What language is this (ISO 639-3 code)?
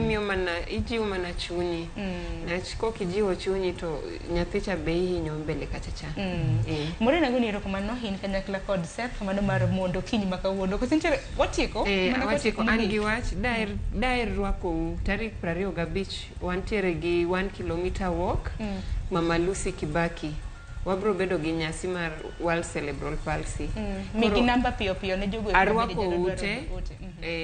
luo